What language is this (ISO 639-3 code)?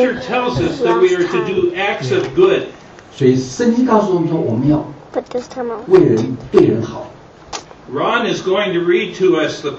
zho